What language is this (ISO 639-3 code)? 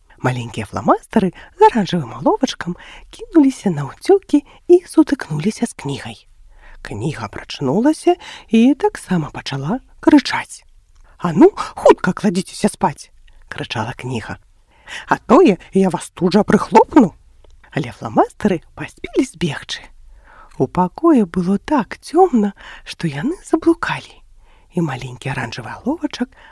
bel